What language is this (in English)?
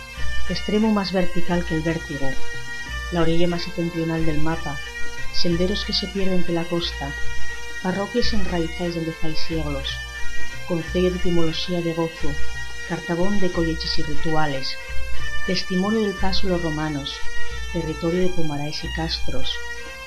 Asturian